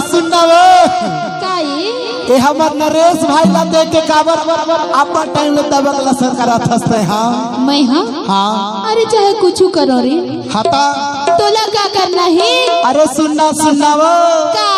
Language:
Chhattisgarhi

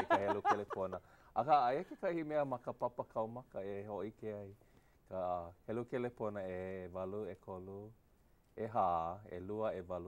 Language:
Hawaiian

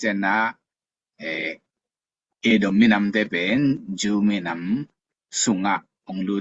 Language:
Tedim Chin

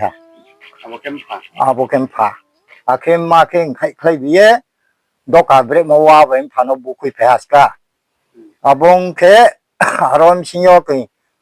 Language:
Riang (India)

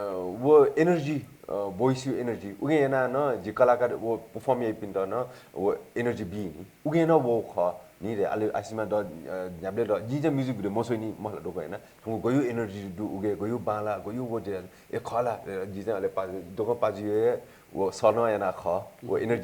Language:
Newari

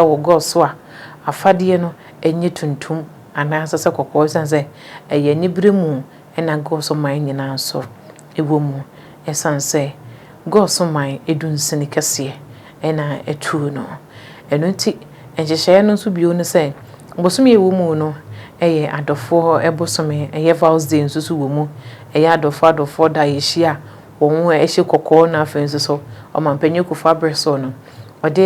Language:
Akan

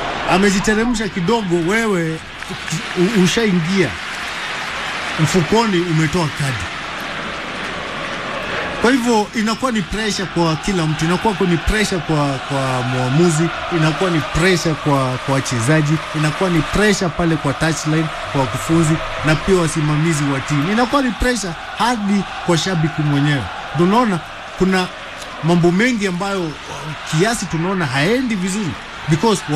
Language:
Swahili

